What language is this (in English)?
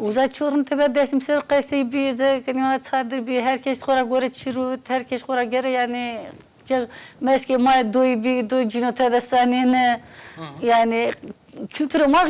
Zaza